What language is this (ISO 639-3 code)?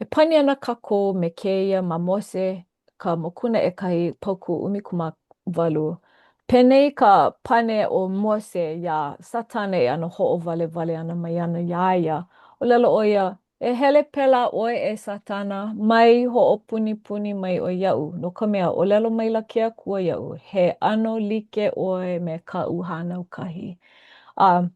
haw